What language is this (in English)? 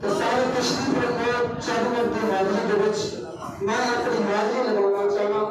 Saraiki